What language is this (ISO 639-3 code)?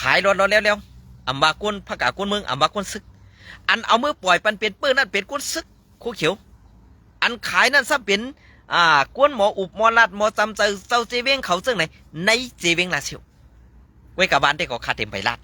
shn